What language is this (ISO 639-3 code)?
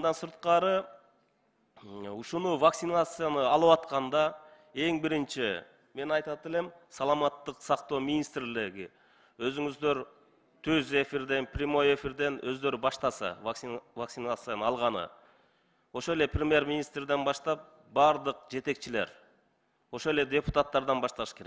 kir